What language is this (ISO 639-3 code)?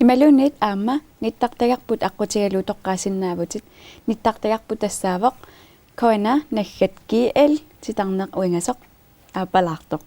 kal